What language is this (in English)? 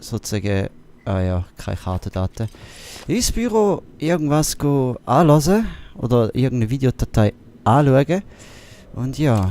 Swiss German